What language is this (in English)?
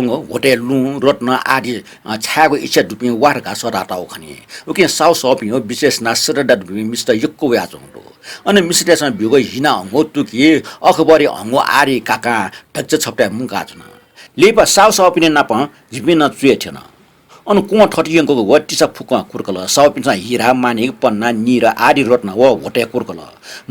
Newari